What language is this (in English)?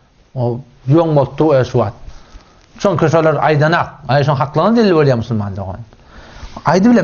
Turkmen